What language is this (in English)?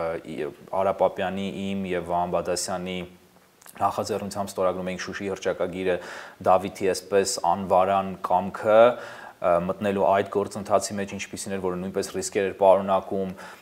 Armenian